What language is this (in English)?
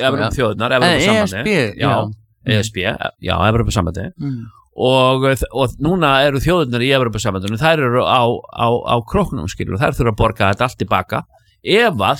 Icelandic